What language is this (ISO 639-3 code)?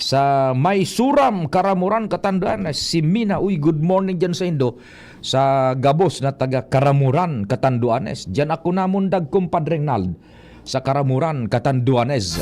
bik